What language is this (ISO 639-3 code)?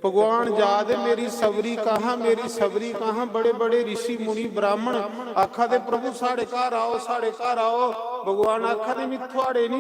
doi